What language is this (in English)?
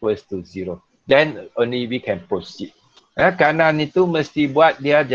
Malay